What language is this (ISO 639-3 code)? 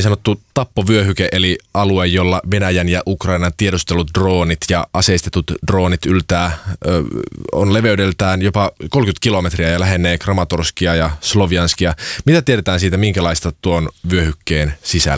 fin